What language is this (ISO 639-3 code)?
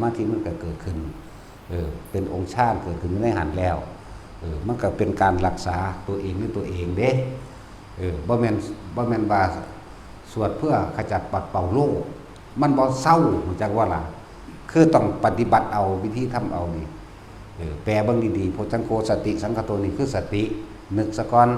tts